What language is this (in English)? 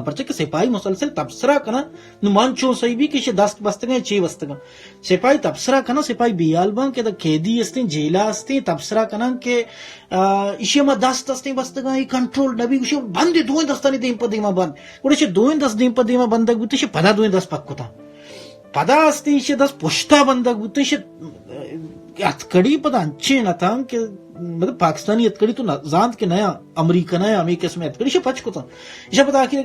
Baluchi